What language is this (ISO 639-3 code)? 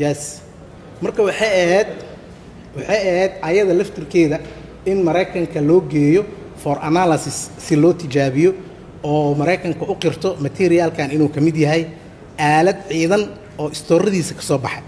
som